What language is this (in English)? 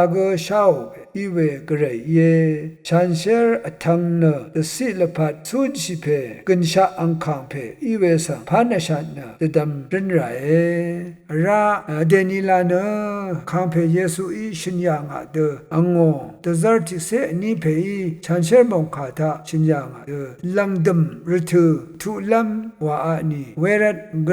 Rawang